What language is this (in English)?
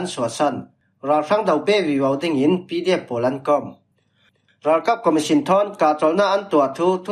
Falam Chin